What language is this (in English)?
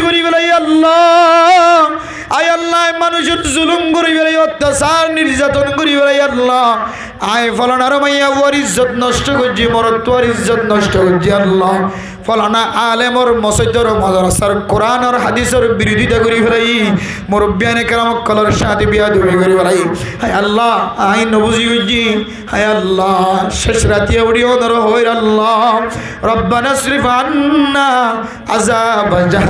Rohingya